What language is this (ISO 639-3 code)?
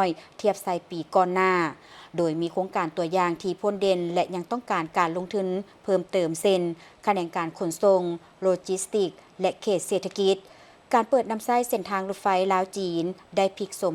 lao